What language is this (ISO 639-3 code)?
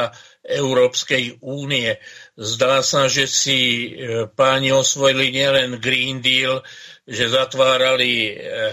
slk